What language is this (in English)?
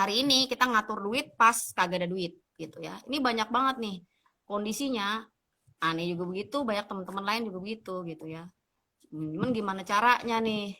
Betawi